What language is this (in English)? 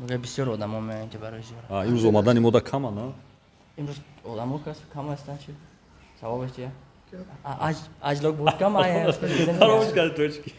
Tajik